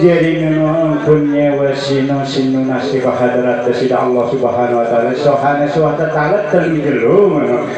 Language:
Sasak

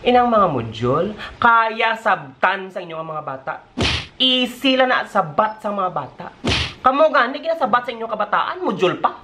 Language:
Hiligaynon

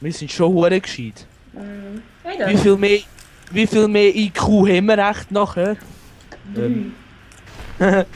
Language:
Swiss German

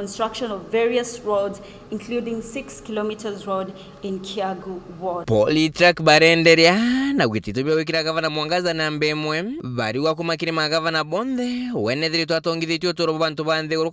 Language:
Meru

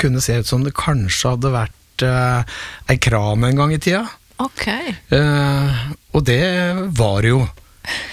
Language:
Norwegian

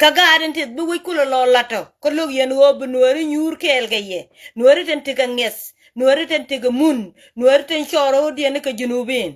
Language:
Nuer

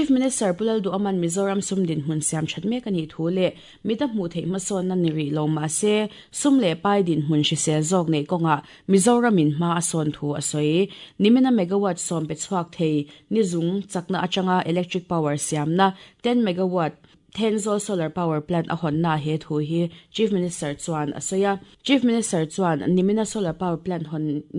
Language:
Mizo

